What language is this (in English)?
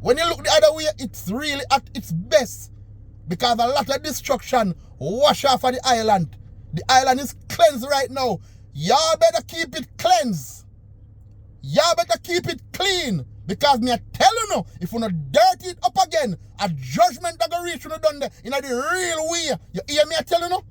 Jamaican Creole English